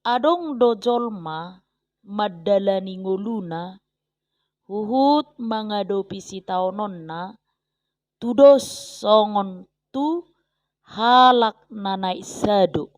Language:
Batak Toba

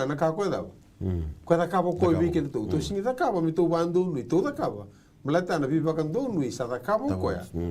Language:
Fijian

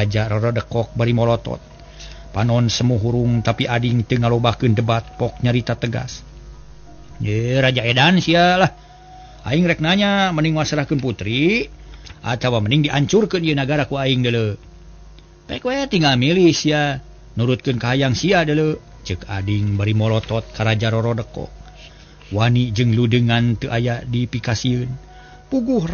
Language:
Sundanese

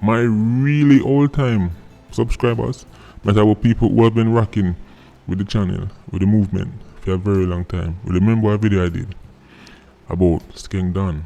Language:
Jamaican Creole English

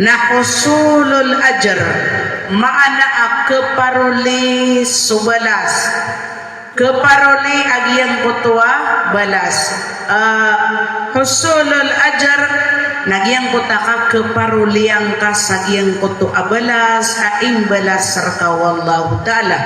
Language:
Maranao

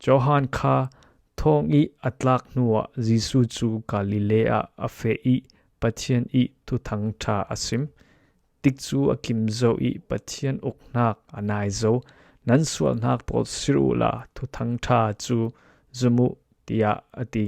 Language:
Falam Chin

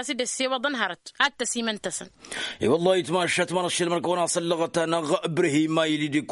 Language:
Tamasheq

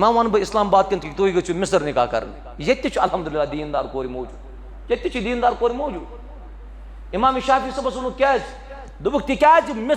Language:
Kashmiri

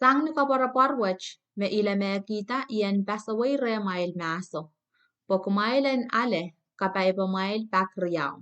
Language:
Pohnpeian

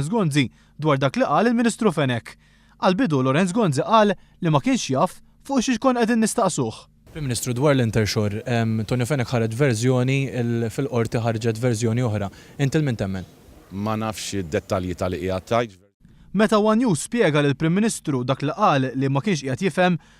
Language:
Maltese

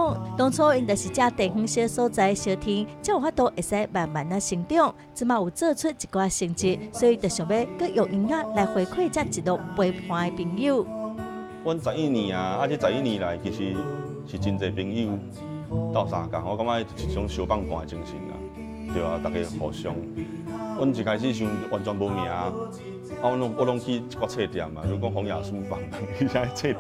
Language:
Min Nan Chinese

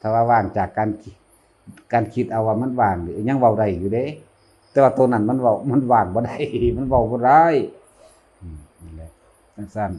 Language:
Northeastern Thai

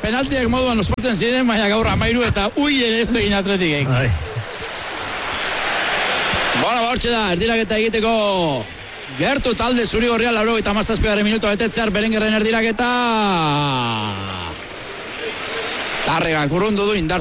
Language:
Basque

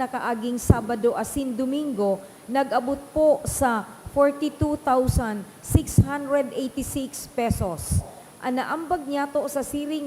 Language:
Bikol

